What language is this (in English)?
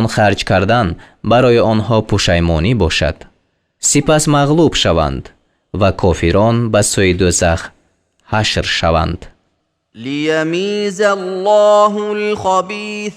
Tajik